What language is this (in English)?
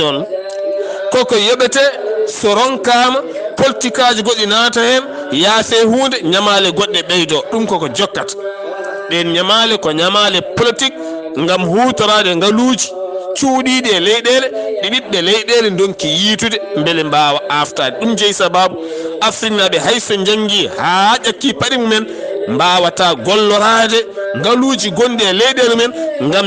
Fula